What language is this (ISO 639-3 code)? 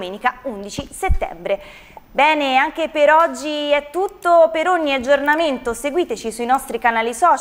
ita